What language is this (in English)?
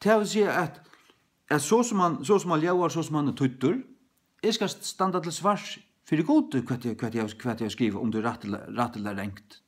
Faroese